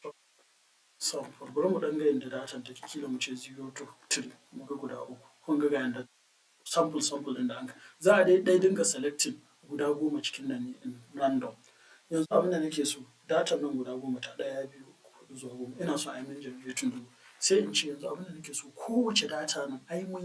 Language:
Hausa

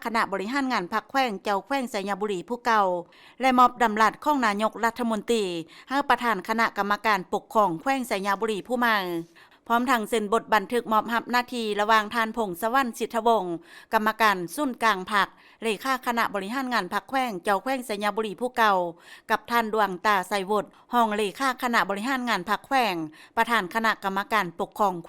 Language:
Lao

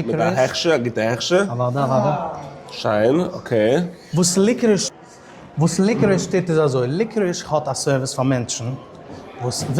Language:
Yiddish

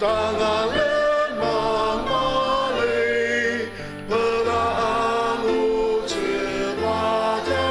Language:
Ao Naga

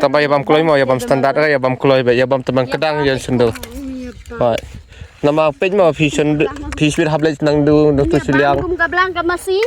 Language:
Khasi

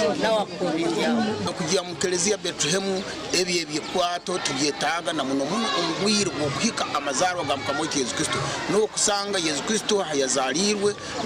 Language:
Nyankole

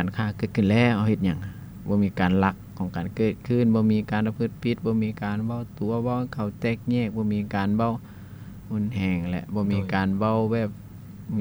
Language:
Lao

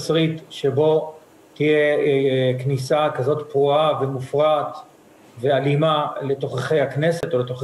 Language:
Hebrew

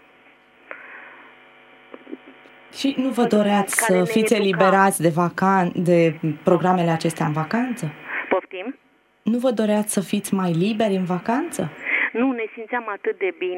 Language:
Romanian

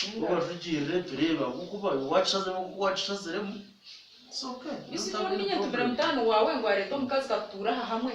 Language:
Nyankole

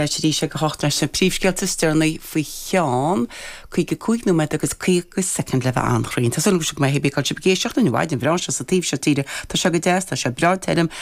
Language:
Irish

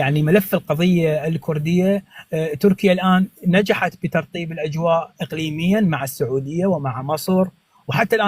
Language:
North Levantine Arabic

